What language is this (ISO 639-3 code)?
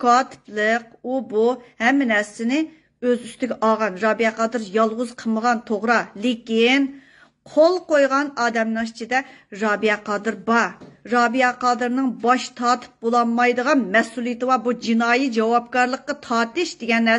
uig